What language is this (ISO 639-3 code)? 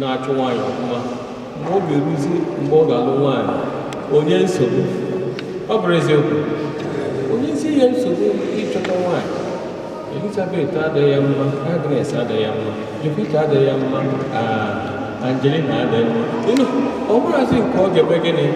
ibo